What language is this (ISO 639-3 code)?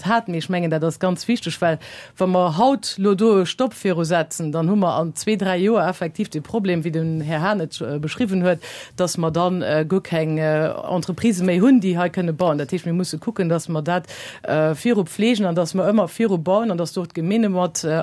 ltz